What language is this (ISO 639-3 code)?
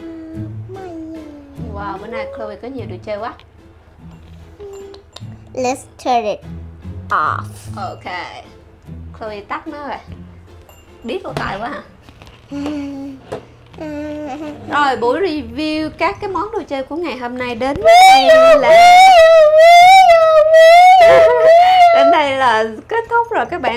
vie